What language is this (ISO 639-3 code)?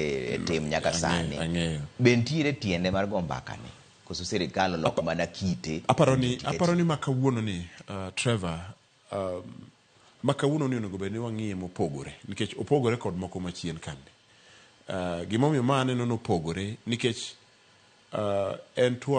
luo